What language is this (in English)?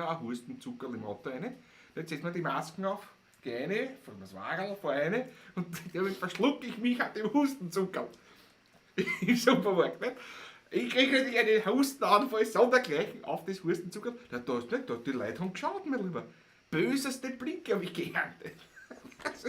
Bavarian